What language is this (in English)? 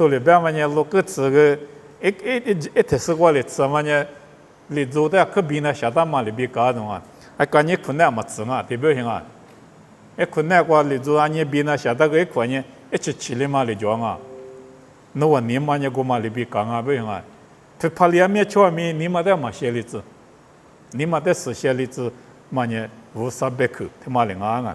Lisu